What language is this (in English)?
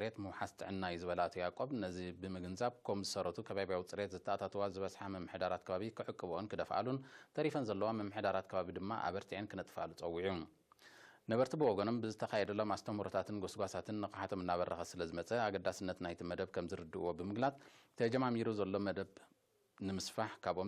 Tigrinya